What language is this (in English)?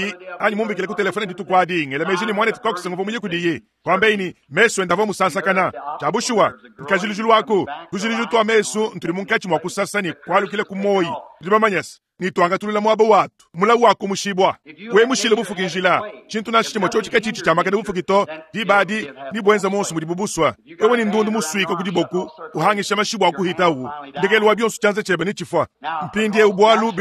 Luba-Lulua